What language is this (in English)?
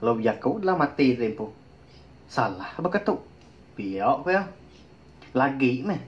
Iban